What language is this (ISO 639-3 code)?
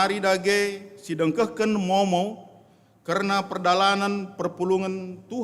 btx